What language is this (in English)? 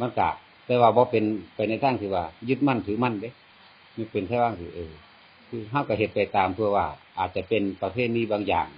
Lao